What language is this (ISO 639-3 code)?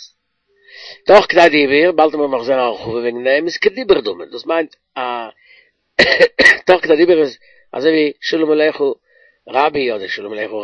yid